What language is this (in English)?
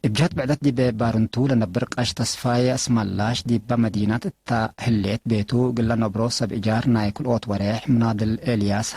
Tigre